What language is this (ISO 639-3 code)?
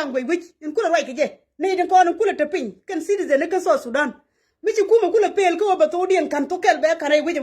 nus